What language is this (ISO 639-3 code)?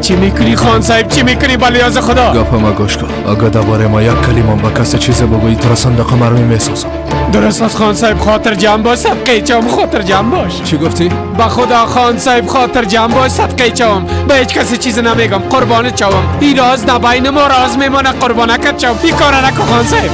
fas